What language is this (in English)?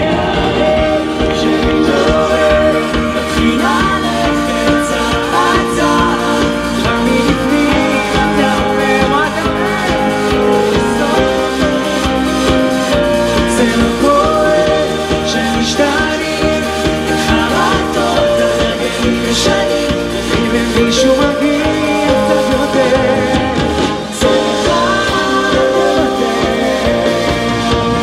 Hebrew